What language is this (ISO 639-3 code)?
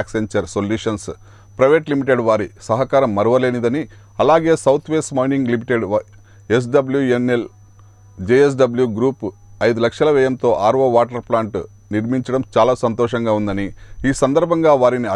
tel